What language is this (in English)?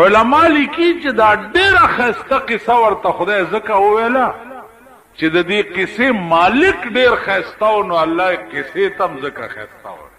Pashto